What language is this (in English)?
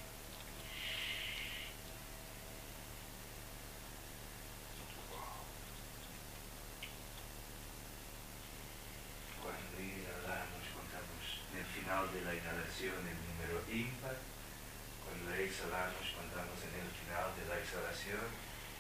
Spanish